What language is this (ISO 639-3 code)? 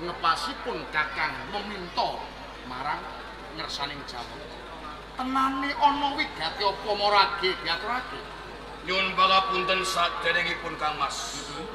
jav